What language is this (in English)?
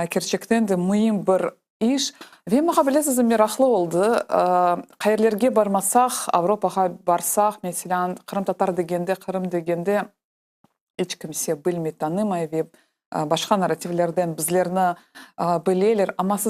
Crimean Tatar